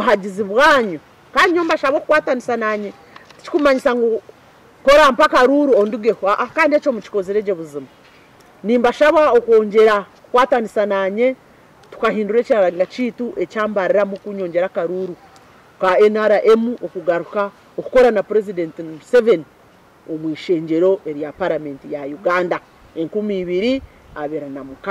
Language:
Nyankole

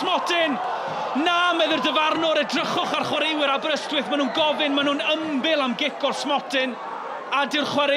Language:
Welsh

